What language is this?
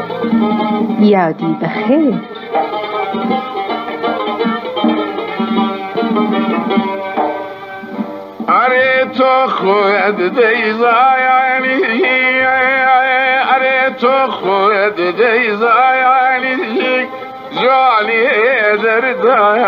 Persian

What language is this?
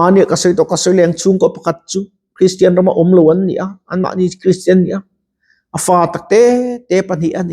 Mizo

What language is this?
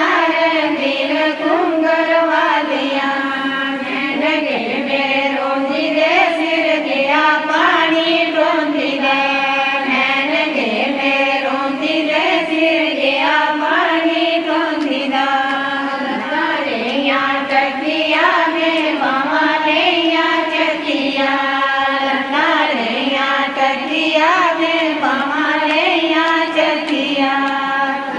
Dogri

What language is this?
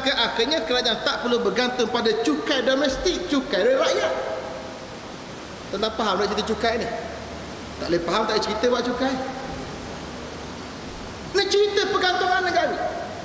Malay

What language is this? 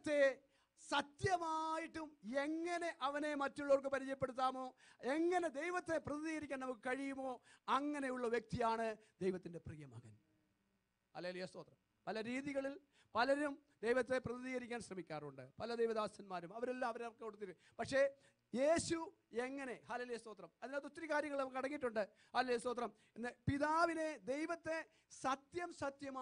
Malayalam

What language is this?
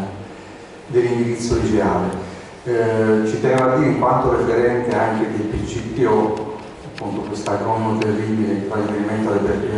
Italian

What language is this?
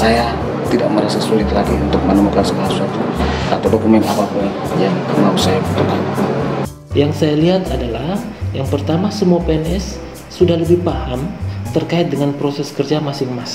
Indonesian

